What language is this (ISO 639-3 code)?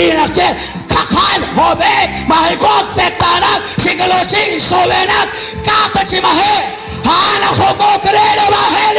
kek